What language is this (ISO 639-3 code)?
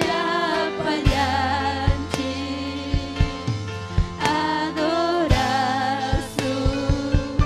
quy